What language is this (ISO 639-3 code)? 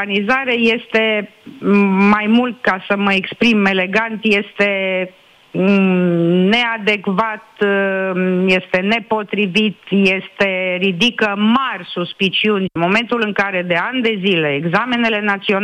ron